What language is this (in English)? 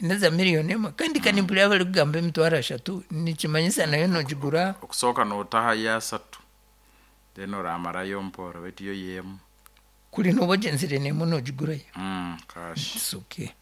Nyankole